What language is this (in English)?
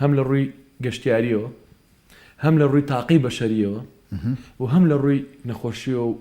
Central Kurdish